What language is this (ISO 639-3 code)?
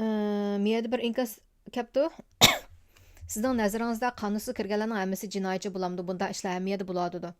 uig